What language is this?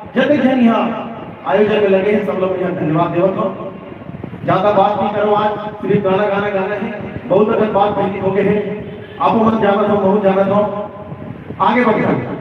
Chhattisgarhi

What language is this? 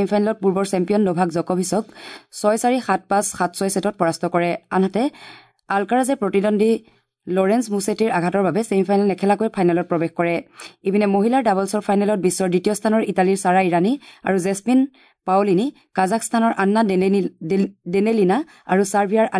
Assamese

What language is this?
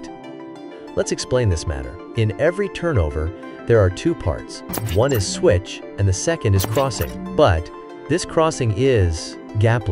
English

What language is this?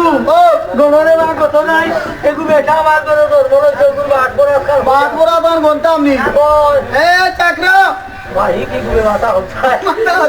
Sylheti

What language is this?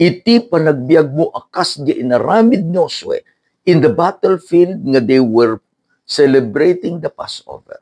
Iloko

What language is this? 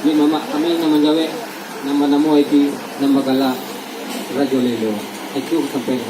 Minangkabau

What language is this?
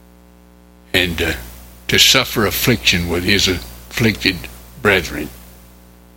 English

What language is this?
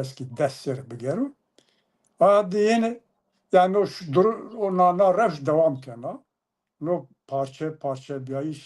Zaza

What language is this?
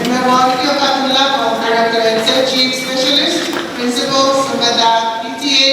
Pohnpeian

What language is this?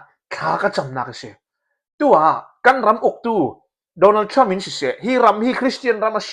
Falam Chin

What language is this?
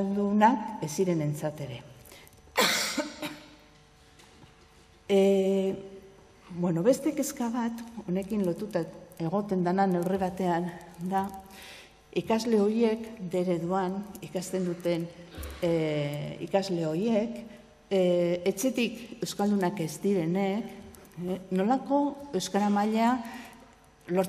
Basque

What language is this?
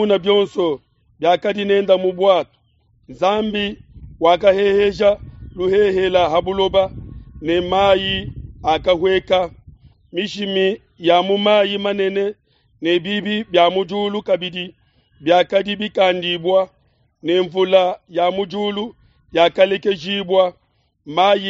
Luba-Lulua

